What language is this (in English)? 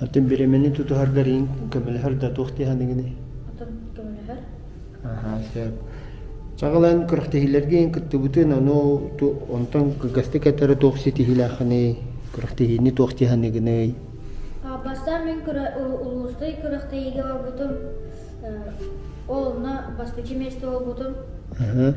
Yakut